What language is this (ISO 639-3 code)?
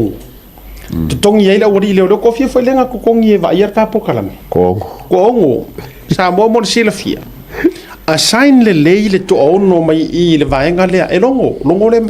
smo